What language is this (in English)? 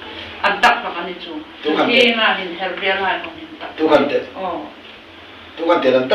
Hmar